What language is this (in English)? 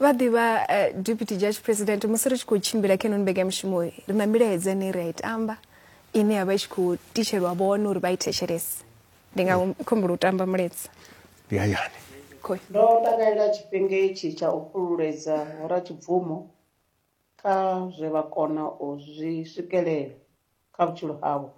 Venda